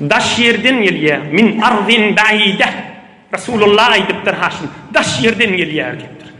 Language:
Turkmen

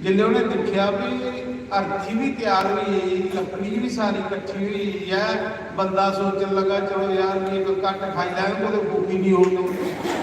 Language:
Dogri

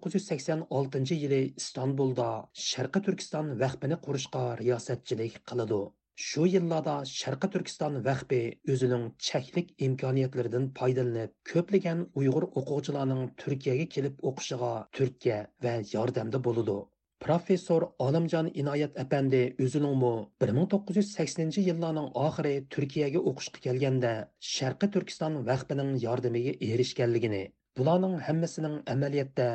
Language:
Uyghur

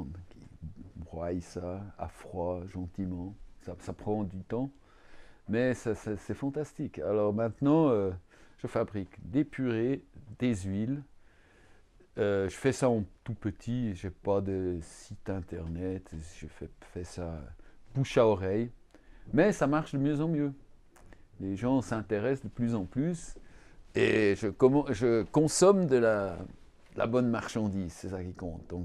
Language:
French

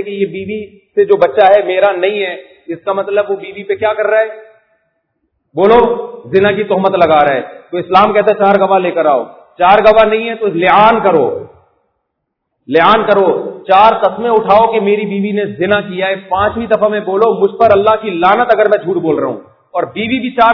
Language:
Urdu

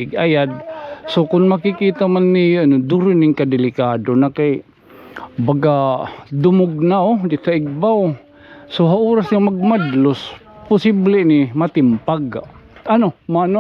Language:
Waray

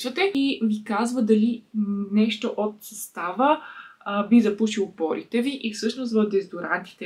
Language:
Bulgarian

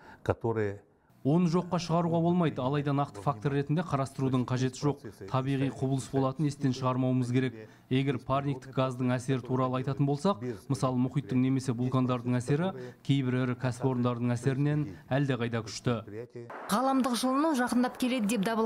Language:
Kazakh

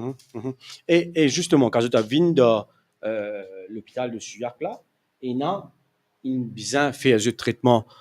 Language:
Morisyen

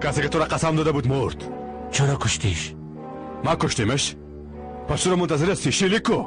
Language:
Persian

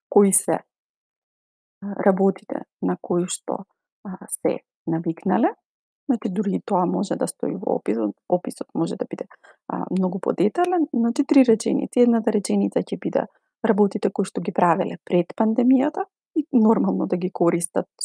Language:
Macedonian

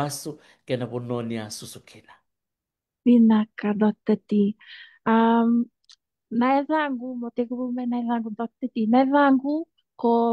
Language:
Fijian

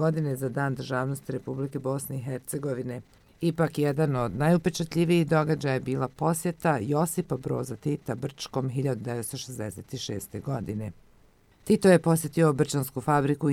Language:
Croatian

